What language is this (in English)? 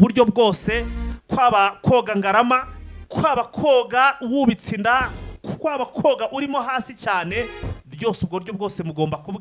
Kinyarwanda